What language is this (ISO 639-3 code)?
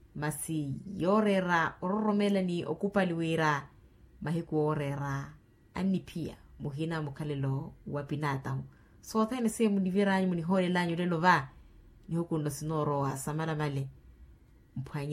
vmw